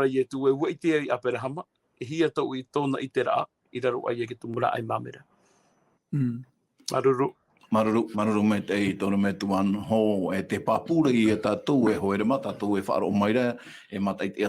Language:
Tahitian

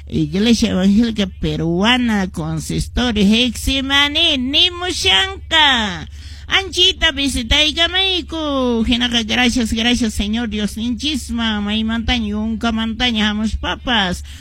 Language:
Quechua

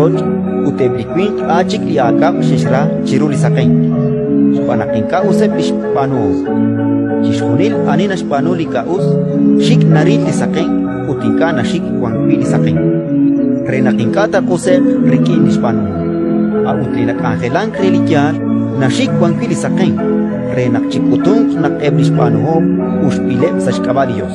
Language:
Kekchí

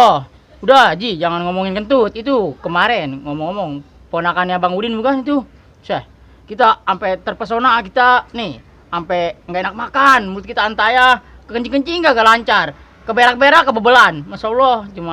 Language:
Betawi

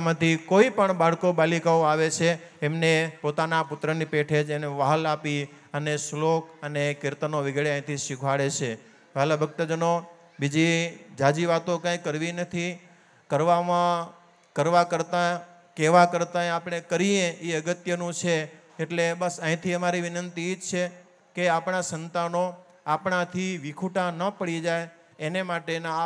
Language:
Gujarati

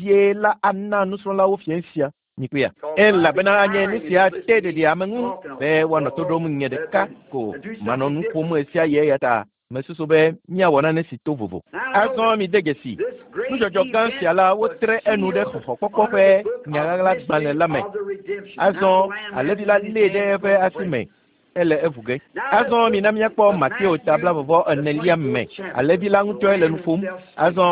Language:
Ewe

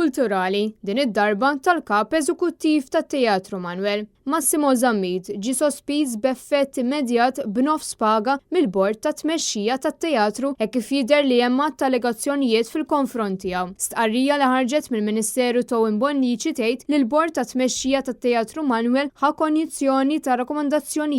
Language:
Maltese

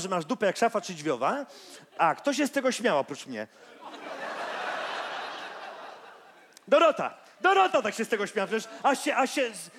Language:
Polish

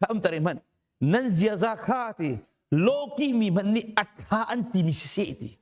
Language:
Hakha Chin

